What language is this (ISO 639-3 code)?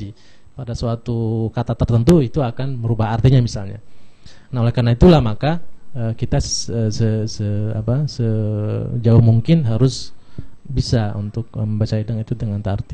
ind